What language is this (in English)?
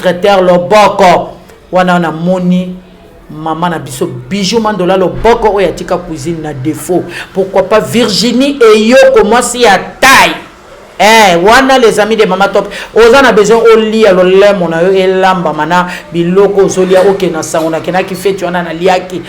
Lingala